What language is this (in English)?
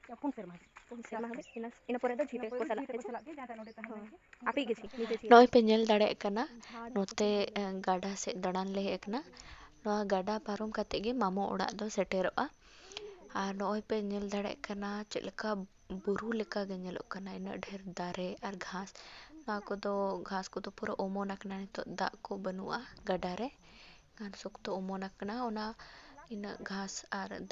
Santali